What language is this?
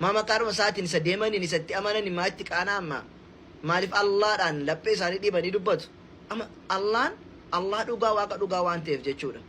Oromo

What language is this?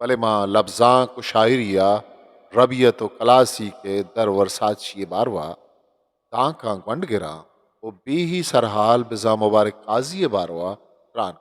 Eastern Balochi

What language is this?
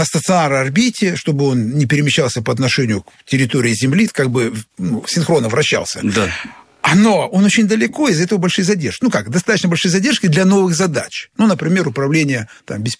Russian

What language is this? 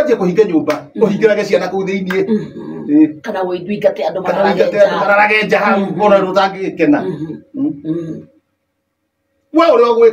Kikuyu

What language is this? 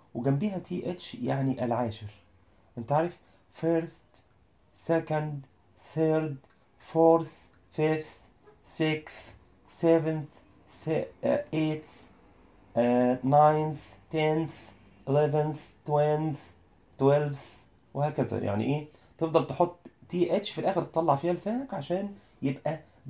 Egyptian Arabic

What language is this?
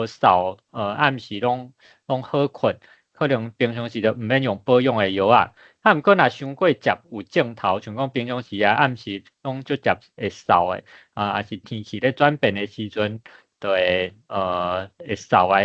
Min Nan Chinese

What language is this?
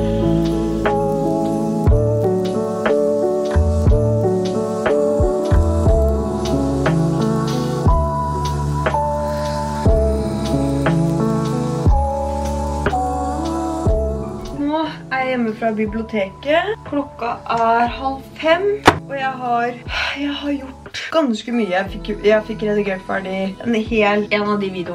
Norwegian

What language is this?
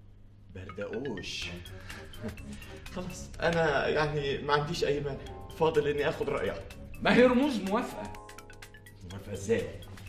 Egyptian Arabic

